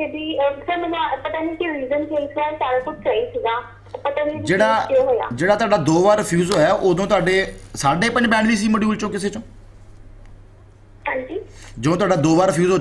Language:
Punjabi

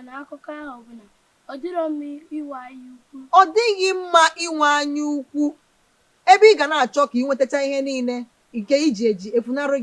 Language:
Igbo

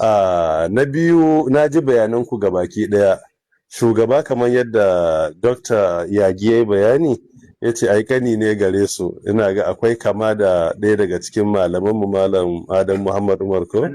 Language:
Hausa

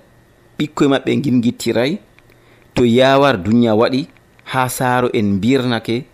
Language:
Nigerian Fulfulde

